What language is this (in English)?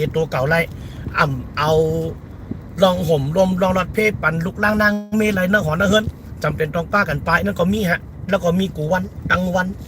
Shan